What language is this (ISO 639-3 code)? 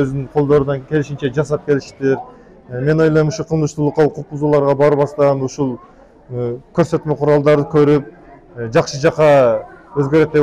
kir